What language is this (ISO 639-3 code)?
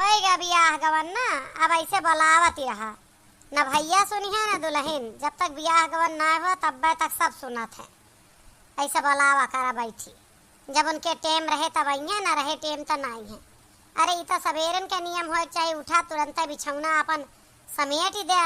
awa